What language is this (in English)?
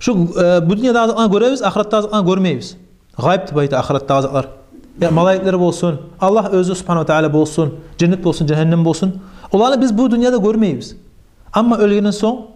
Kumyk